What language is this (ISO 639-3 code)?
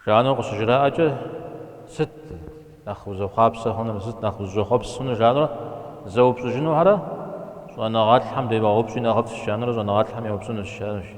kbd